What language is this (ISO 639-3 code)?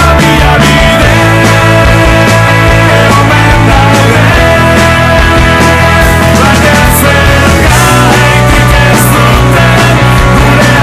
eus